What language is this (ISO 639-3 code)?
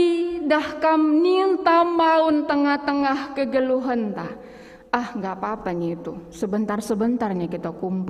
btx